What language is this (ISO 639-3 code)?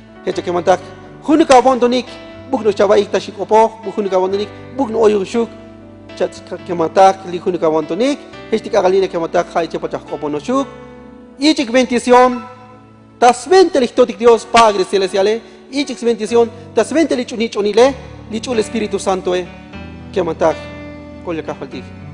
tzo